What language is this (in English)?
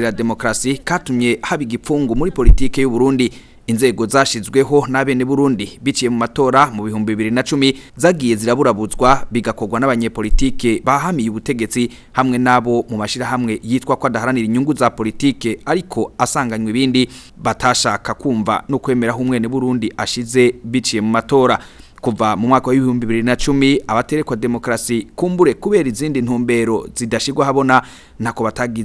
Rundi